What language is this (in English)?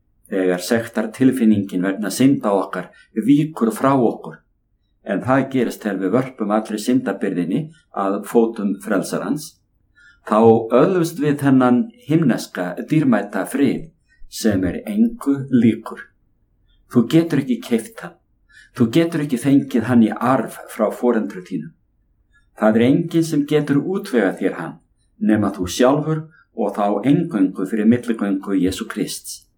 Icelandic